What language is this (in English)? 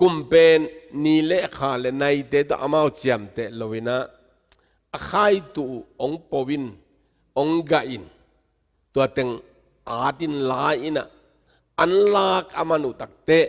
Tedim Chin